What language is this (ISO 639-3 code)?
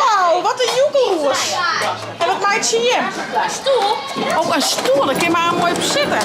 fry